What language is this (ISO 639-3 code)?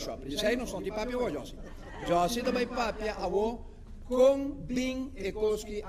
pap